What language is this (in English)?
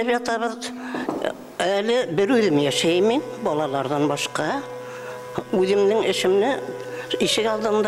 Bashkir